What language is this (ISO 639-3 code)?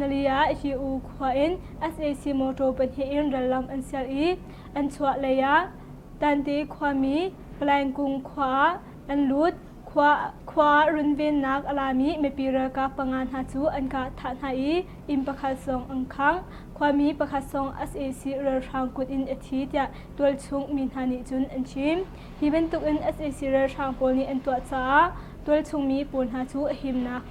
cnh